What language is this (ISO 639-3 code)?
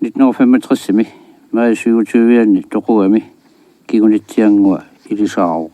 kal